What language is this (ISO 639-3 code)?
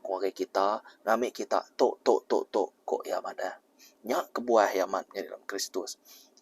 iba